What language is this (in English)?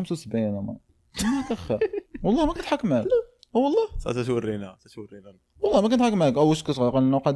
Moroccan Arabic